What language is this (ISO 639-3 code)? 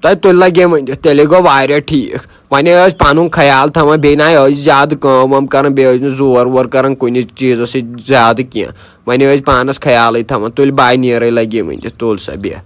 kas